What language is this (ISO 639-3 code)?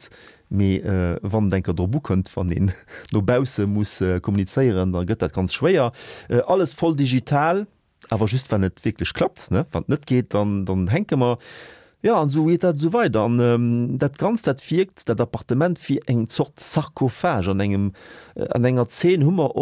ltz